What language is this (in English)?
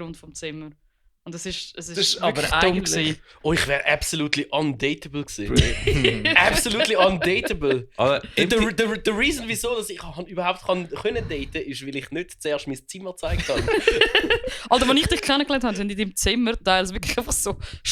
Swiss German